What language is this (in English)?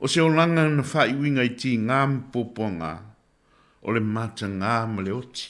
Samoan